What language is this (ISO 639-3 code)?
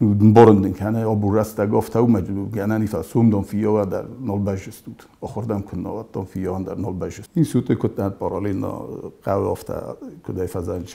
oss